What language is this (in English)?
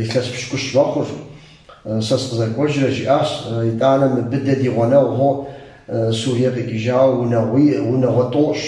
Kabardian